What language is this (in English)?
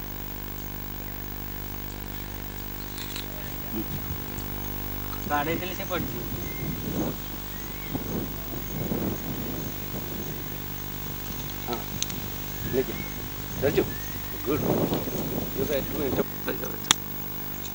Odia